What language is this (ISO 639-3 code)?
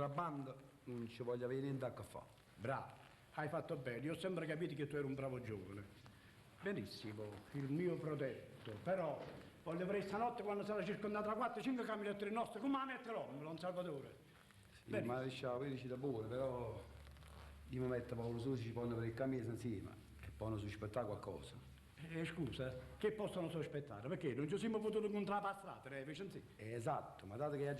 nap